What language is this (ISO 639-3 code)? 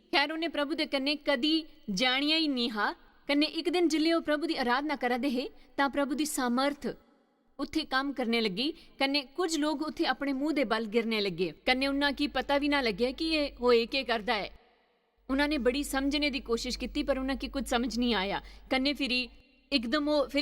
doi